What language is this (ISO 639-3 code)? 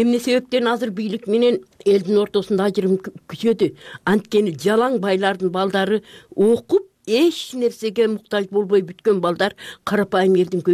kir